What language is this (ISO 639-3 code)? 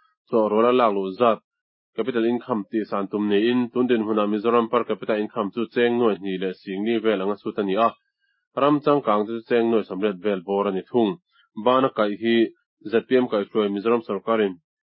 lus